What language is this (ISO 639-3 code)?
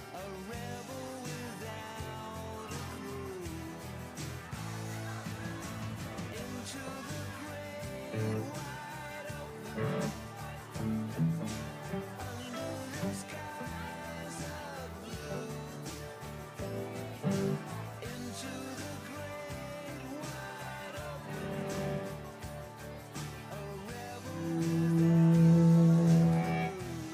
eng